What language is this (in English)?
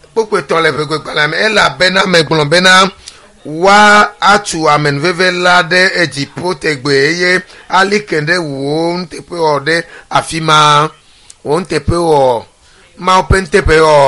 Ewe